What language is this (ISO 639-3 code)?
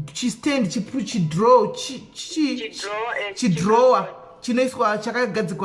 sna